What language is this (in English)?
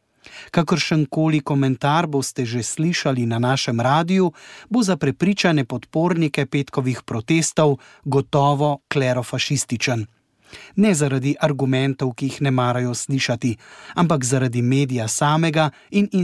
Slovenian